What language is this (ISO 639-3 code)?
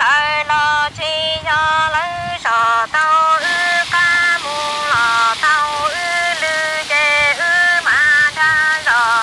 hmn